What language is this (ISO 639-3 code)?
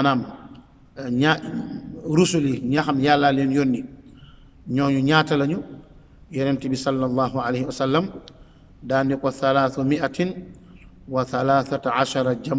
wol